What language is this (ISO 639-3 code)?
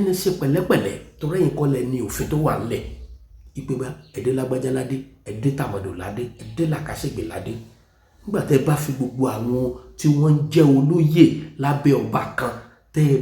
yor